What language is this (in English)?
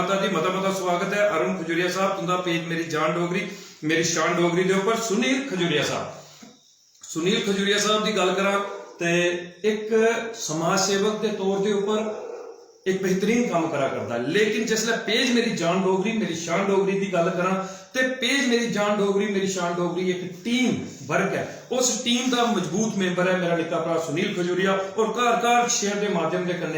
Dogri